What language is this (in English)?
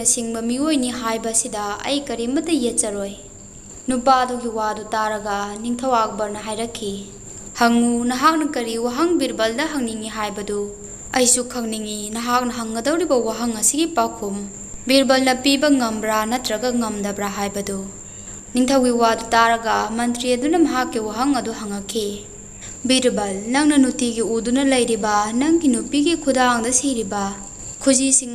Manipuri